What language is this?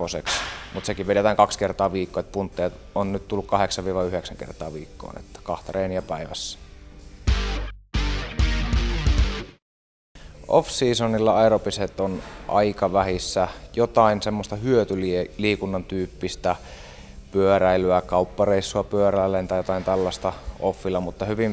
Finnish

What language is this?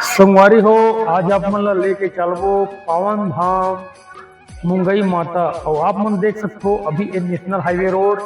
Chhattisgarhi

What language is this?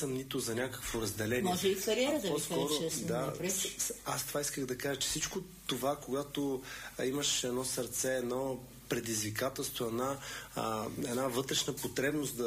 Bulgarian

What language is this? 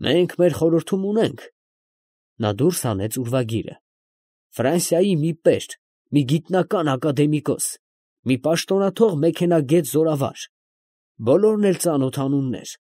Armenian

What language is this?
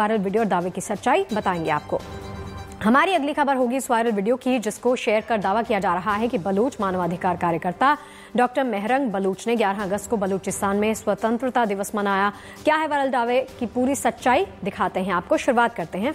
Hindi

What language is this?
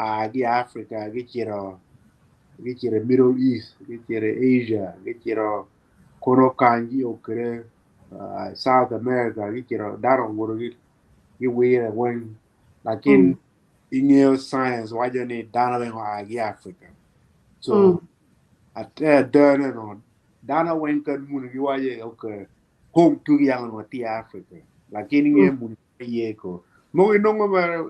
Acoli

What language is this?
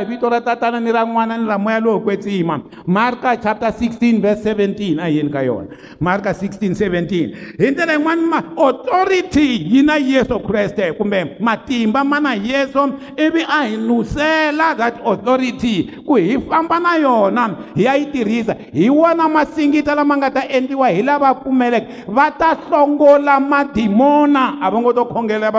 Tsonga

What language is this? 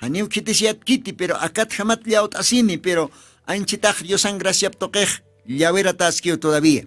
Aymara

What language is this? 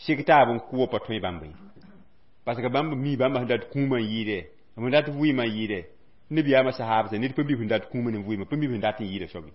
Mossi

